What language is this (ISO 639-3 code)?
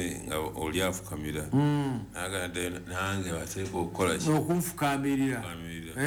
lug